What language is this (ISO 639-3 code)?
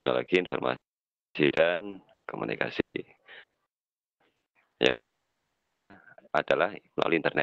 ind